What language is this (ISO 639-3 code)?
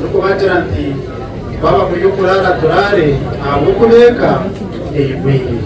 nyn